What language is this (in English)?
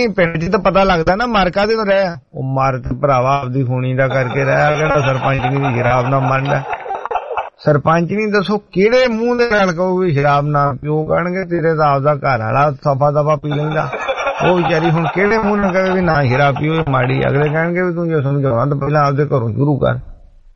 Punjabi